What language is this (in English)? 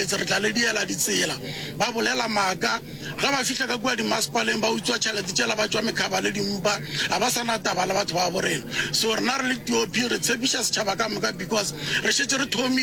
Northern Sotho